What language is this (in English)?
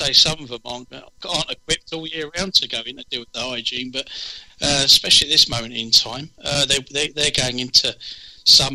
English